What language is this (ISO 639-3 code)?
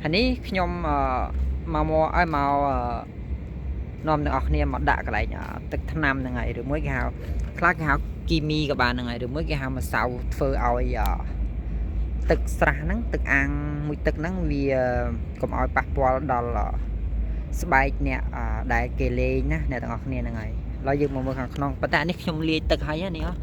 khm